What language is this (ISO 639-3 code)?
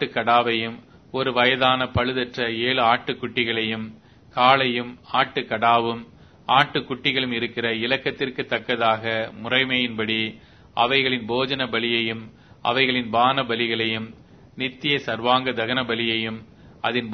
tam